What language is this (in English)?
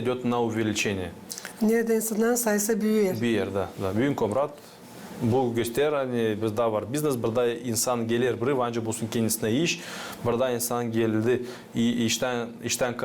Gagauz